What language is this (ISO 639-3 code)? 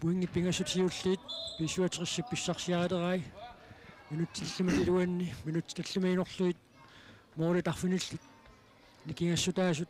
kal